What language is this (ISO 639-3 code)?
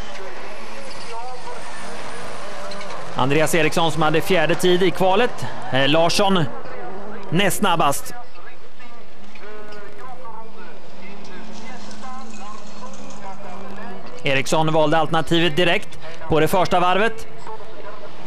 swe